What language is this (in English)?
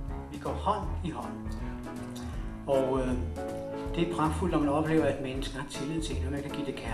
Danish